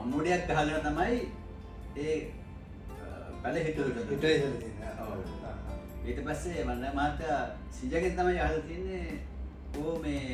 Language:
Sinhala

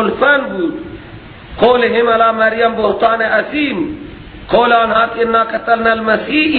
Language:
Persian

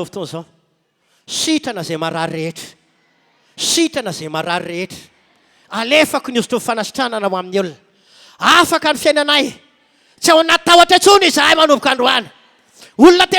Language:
Malagasy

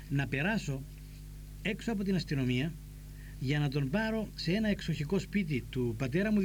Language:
Greek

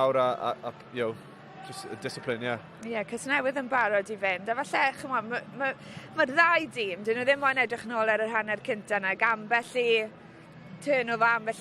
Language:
Welsh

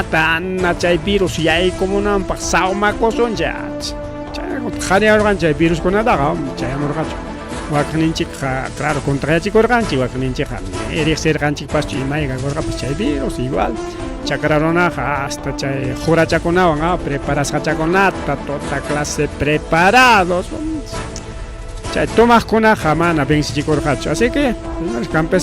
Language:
Ayacucho Quechua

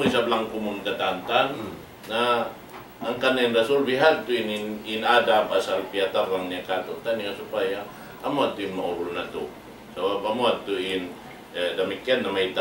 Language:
Tausug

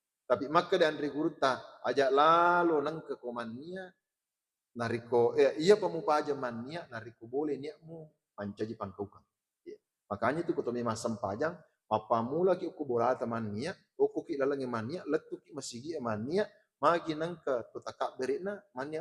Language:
Buginese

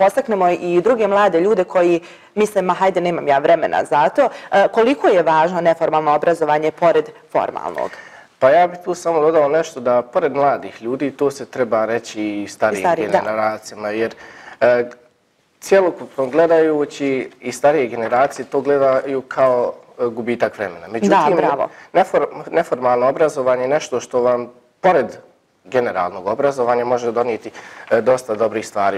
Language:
Bosnian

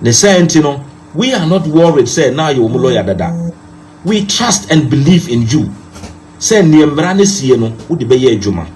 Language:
Akan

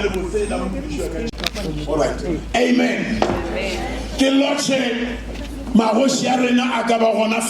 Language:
Northern Sotho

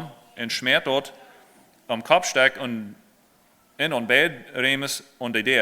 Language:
Plautdietsch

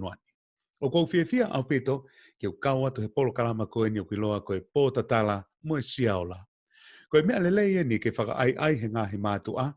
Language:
Tongan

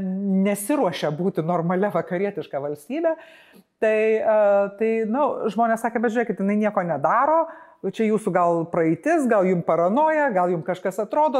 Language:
Lithuanian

